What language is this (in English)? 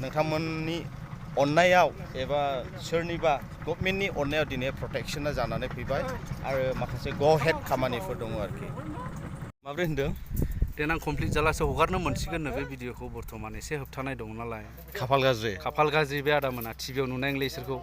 Bodo